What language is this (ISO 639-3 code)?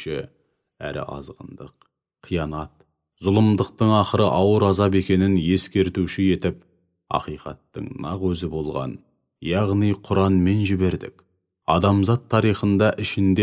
kaz